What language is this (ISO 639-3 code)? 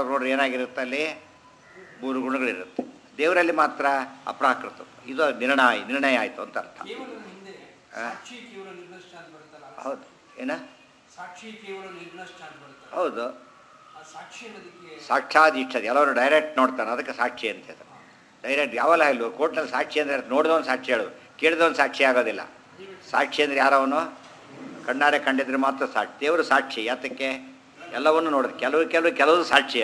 kan